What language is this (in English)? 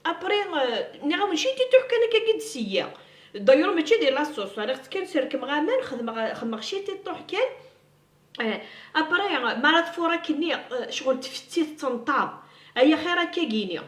Kabyle